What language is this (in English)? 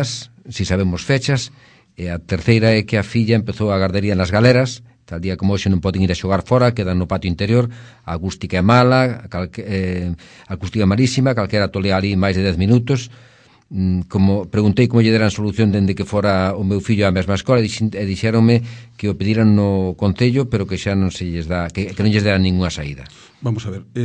Galician